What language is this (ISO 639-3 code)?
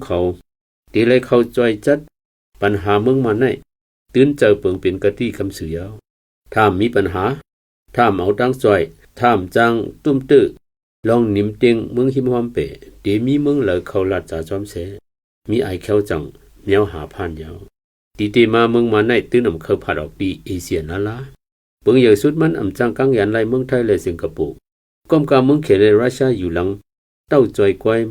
shn